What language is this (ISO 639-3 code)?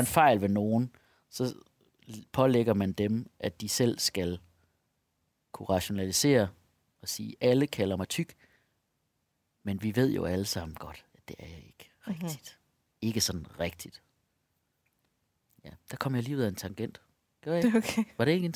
dan